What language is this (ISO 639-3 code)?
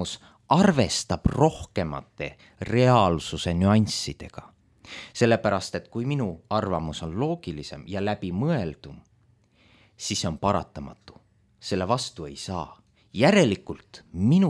est